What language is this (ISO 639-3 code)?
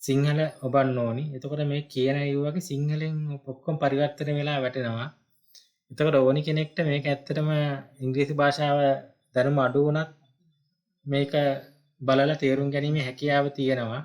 sin